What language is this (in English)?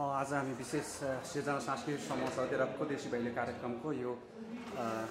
Nepali